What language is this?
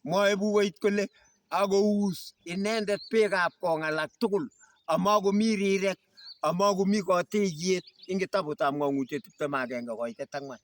Kalenjin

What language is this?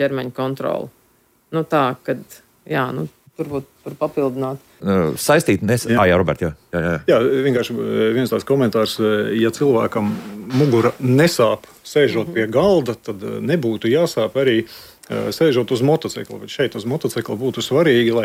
Latvian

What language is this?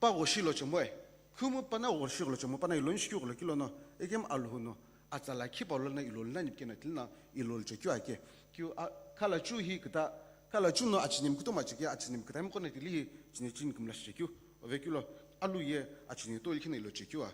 Sumi Naga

